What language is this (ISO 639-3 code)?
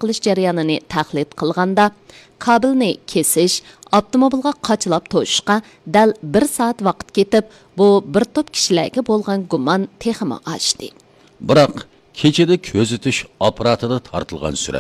uig